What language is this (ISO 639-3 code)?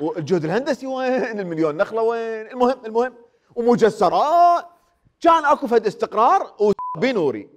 acm